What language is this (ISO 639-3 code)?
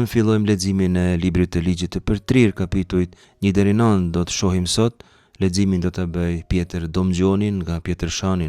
sqi